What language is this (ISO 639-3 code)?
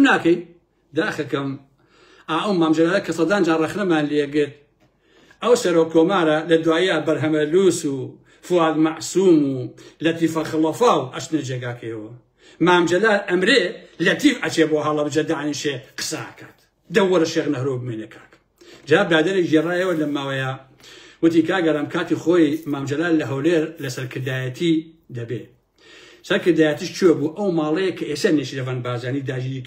ckb